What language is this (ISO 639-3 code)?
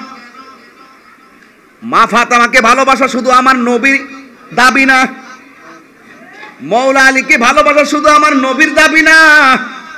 ben